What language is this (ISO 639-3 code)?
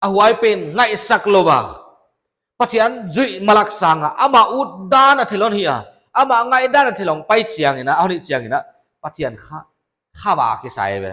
pck